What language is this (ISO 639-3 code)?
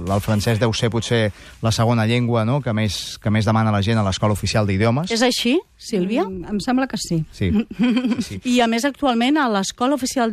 cat